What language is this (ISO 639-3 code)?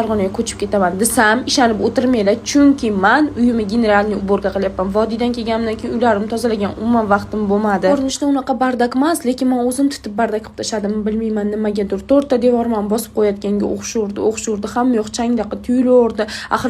uzb